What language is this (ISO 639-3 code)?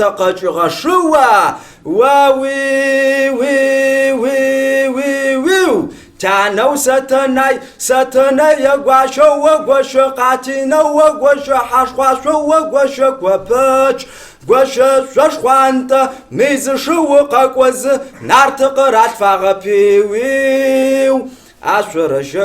kbd